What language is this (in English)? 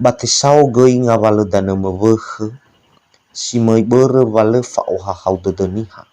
Nias